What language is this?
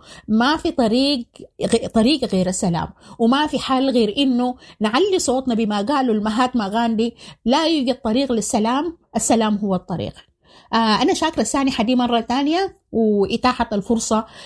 Sudanese Arabic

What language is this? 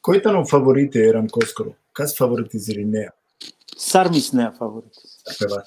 Balkan Romani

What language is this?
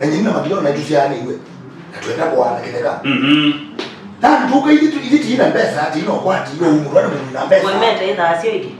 Kamba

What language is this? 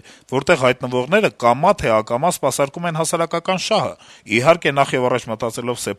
Armenian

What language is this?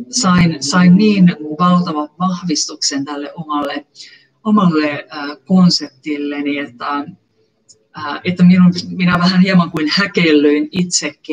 Finnish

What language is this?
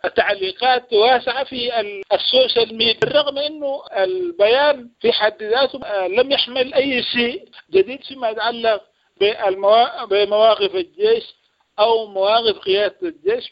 Sudanese Arabic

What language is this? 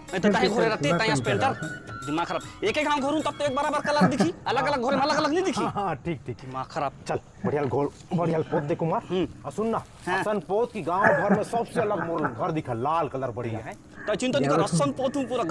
Chhattisgarhi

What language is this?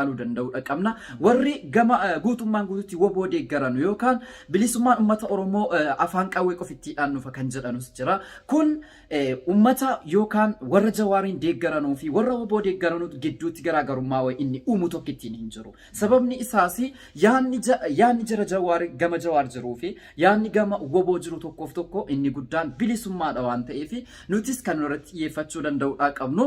Oromo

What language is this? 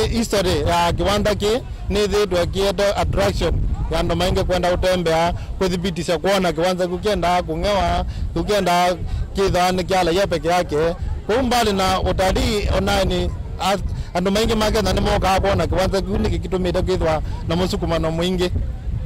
Kamba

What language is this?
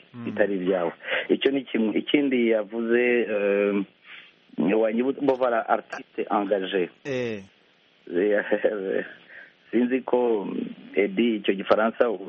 Kinyarwanda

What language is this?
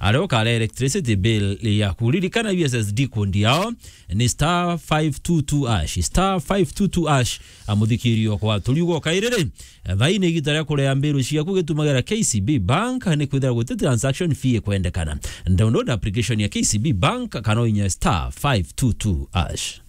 Meru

